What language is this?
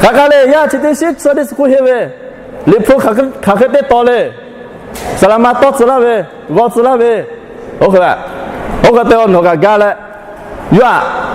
Lahu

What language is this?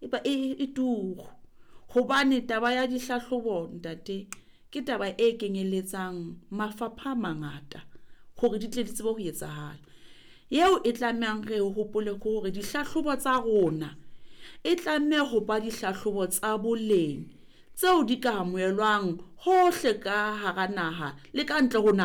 Southern Sotho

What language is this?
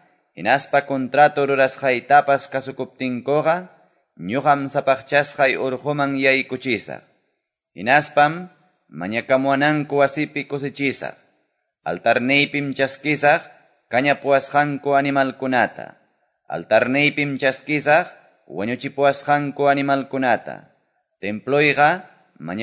Quechua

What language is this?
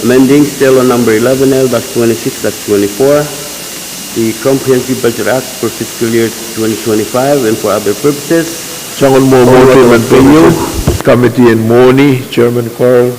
Pohnpeian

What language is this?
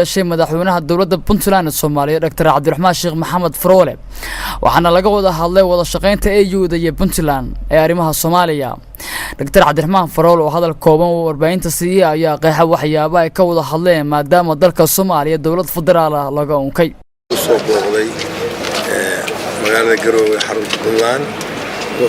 Somali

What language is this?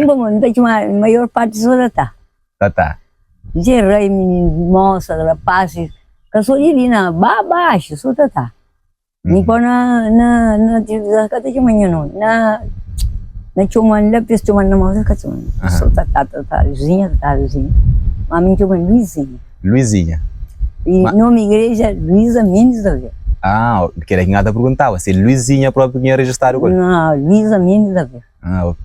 Kabuverdianu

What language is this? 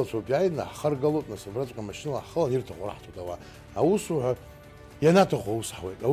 Abkhazian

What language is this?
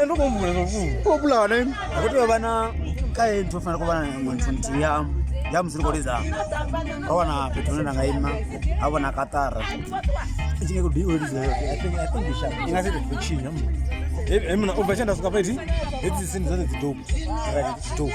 Venda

